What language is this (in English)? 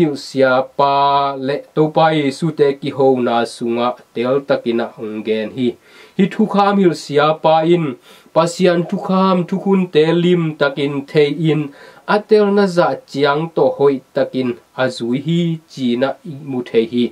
Tedim Chin